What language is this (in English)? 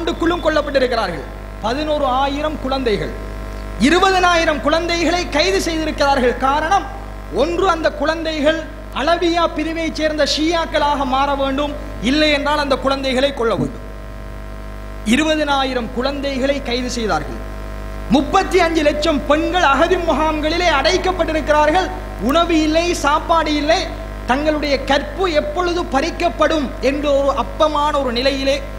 Tamil